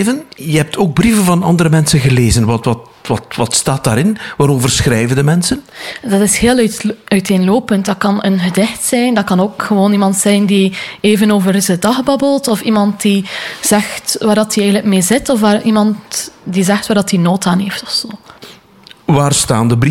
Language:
Dutch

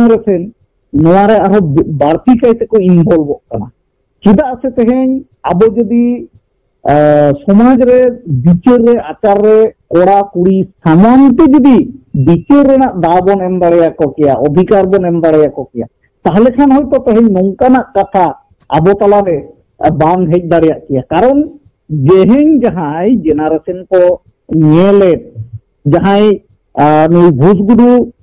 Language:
Santali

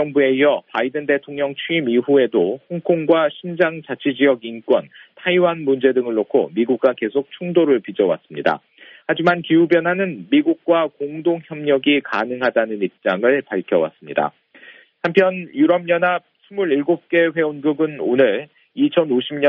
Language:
Korean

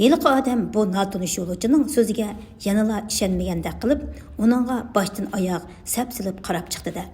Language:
Uyghur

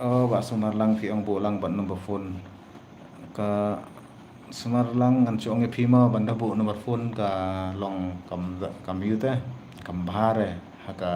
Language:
Khasi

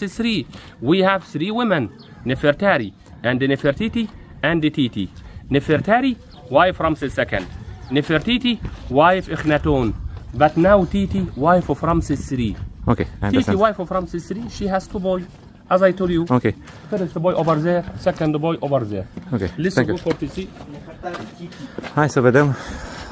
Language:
Romanian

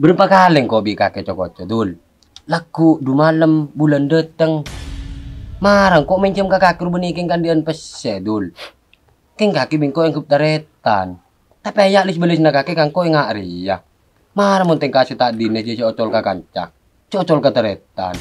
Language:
Madurese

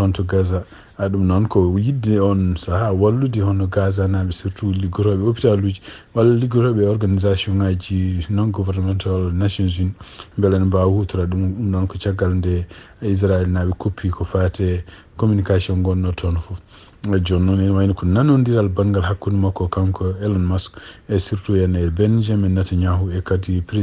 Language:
Fula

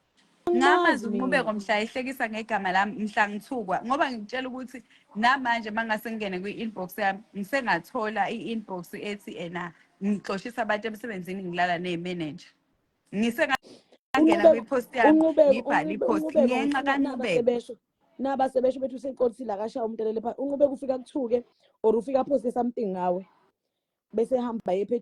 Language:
Zulu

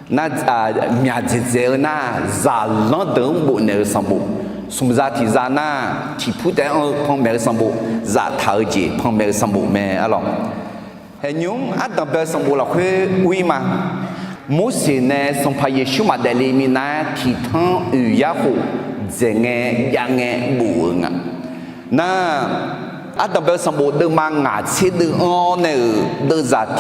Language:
Akha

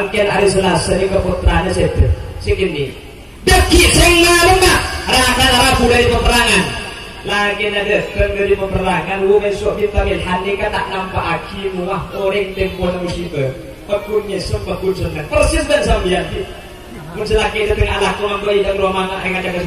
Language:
Madurese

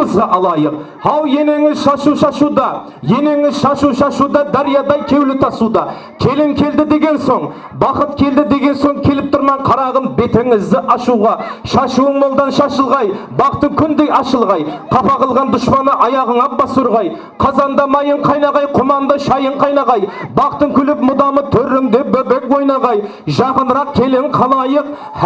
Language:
Kara-Kalpak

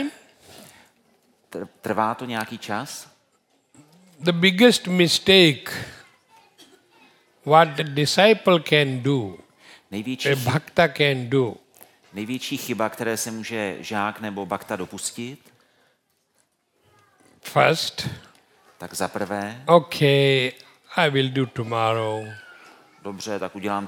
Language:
Czech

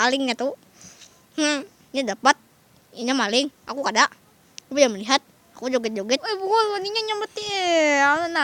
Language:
Banjar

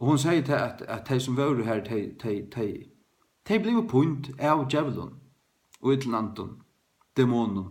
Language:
Faroese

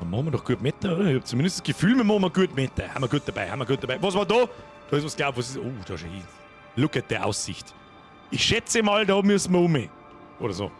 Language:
Bavarian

